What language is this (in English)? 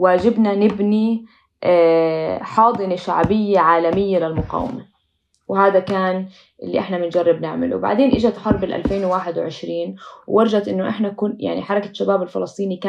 North Levantine Arabic